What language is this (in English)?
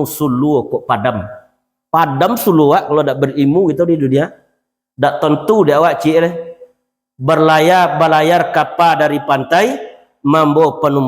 Minangkabau